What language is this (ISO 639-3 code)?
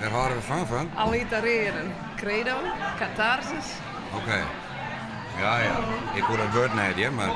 fry